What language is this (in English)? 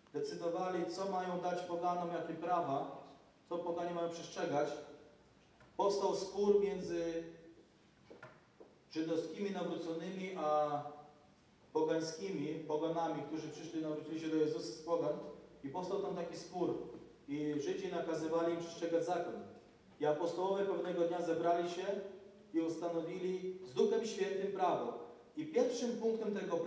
Polish